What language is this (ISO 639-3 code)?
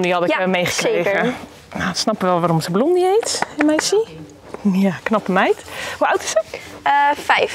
nld